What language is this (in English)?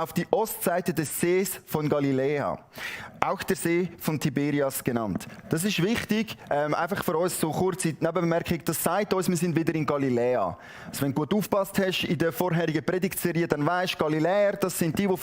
Swiss German